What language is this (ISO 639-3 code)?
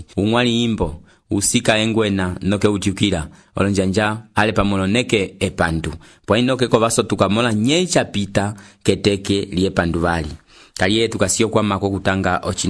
umb